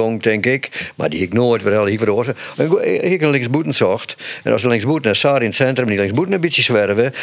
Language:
Western Frisian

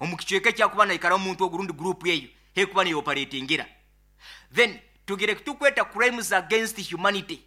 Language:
Nyoro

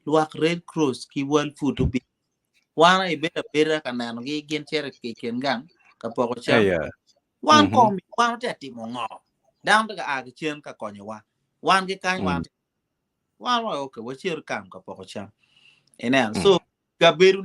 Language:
Acoli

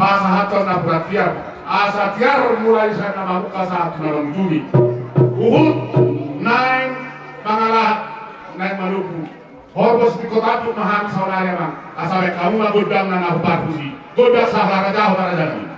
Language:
Batak Toba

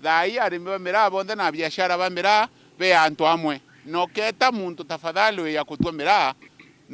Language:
Meru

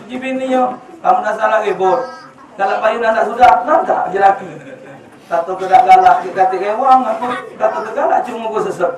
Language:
Musi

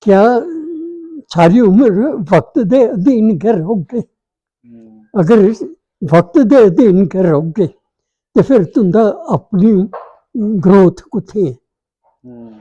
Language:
Dogri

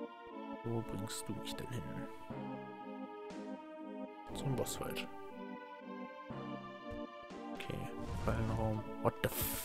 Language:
German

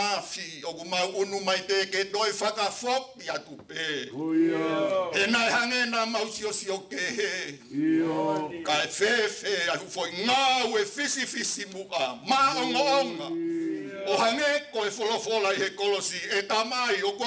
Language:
Tongan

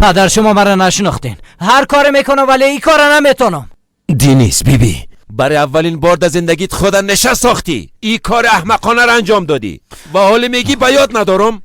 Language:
Persian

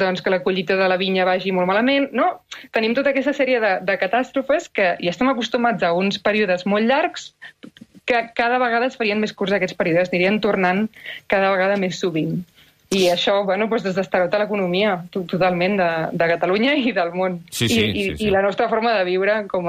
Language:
Catalan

